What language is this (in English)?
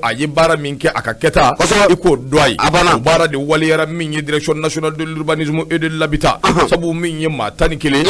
Bambara